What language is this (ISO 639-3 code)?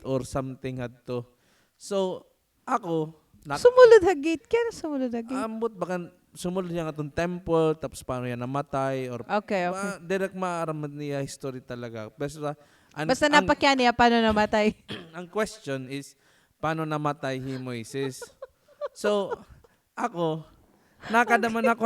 war